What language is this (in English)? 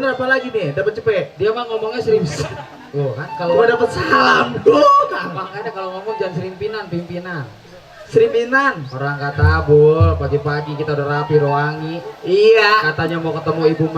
Betawi